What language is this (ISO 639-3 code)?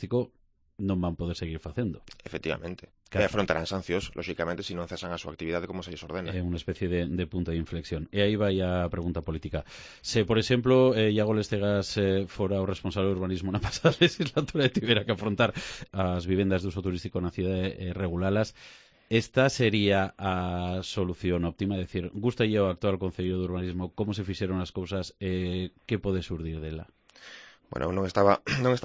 glg